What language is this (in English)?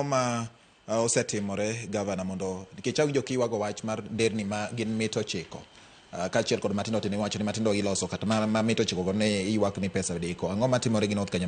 Luo (Kenya and Tanzania)